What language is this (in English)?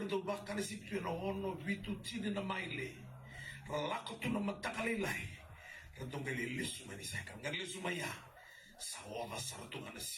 Fijian